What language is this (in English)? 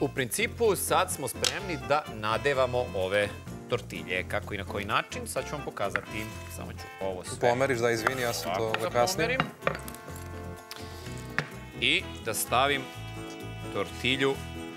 Serbian